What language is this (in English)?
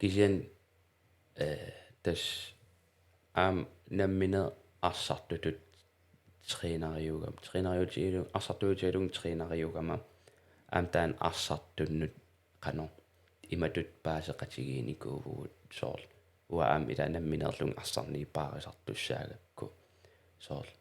Kalaallisut